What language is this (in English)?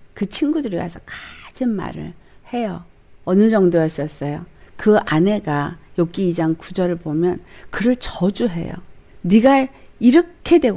Korean